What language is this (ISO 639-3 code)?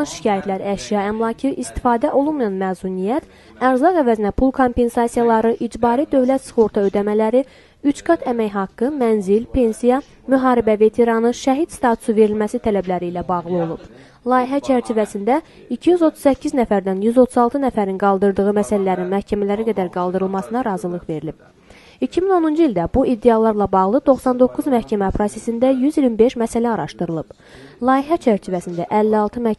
aze